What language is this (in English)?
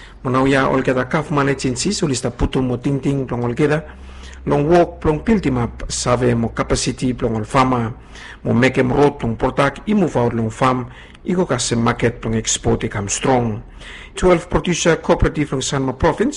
Bislama